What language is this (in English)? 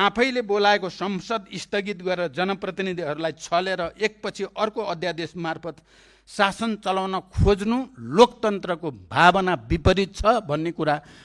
Nepali